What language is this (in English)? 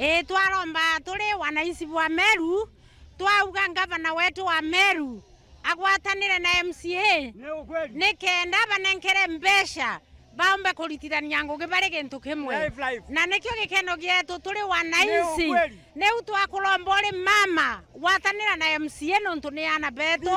Meru